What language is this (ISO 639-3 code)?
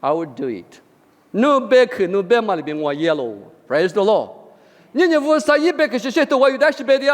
lis